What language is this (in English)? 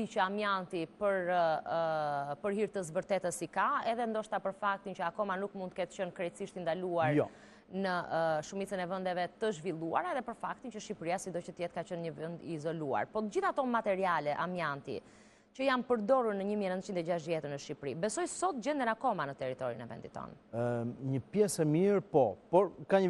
Albanian